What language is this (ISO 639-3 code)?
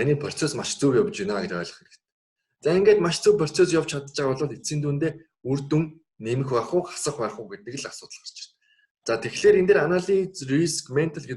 mon